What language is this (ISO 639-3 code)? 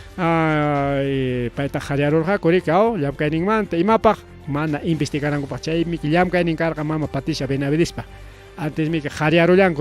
quy